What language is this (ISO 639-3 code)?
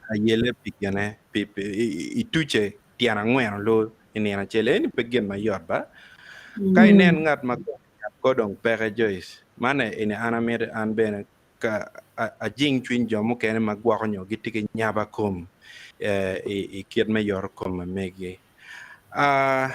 ach